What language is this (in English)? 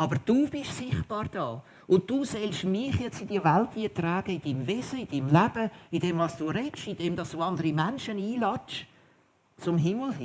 Swiss German